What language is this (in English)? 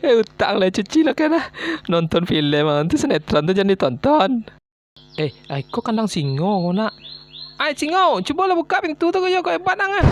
Minangkabau